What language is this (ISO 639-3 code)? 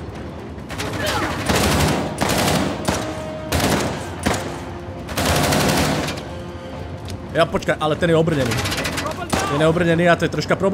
slk